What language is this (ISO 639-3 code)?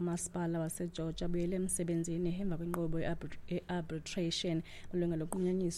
xho